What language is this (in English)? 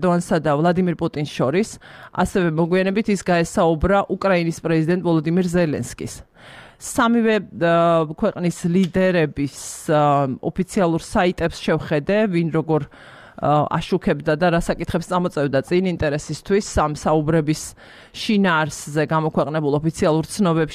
Georgian